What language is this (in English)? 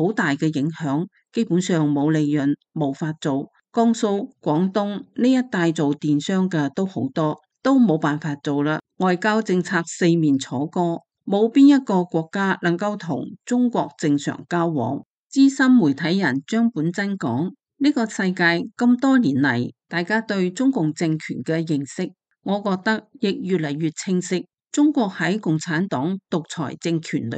Cantonese